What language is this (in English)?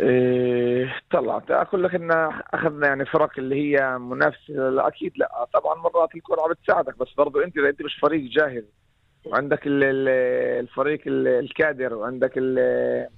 North Levantine Arabic